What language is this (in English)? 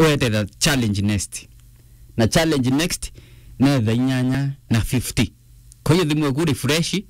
Meru